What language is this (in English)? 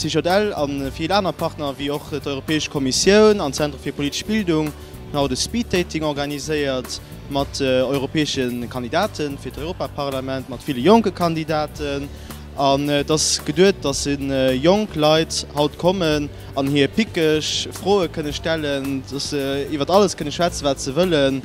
Luxembourgish